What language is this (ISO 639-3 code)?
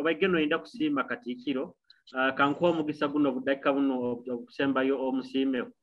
nyo